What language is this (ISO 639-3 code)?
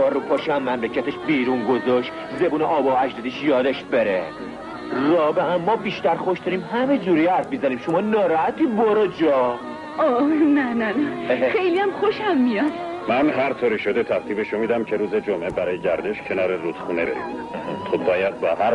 fas